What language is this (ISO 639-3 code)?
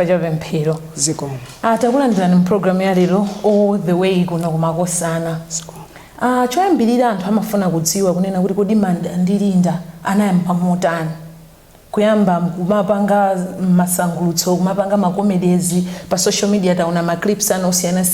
nya